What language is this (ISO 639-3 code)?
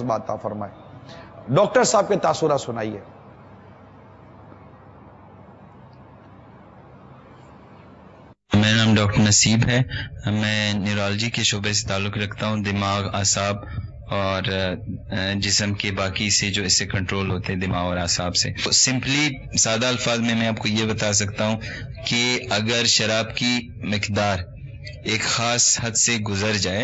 urd